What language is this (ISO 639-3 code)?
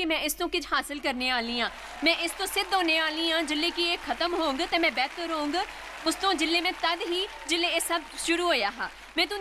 doi